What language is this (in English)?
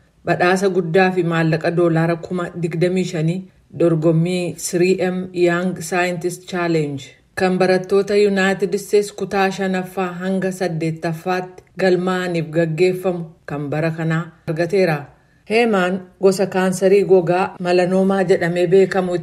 Oromo